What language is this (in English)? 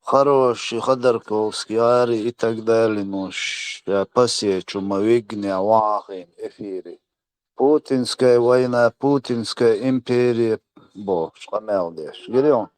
Chechen